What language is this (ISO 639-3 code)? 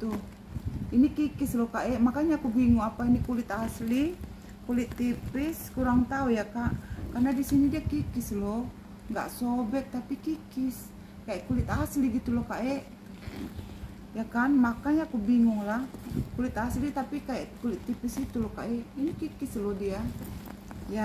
ind